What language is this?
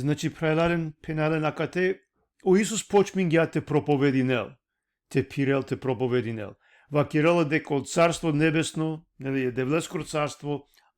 Balkan Romani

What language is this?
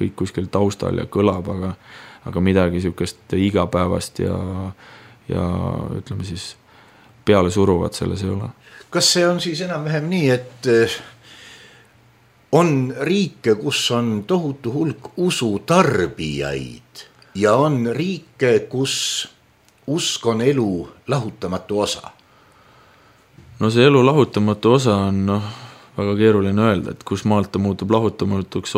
Estonian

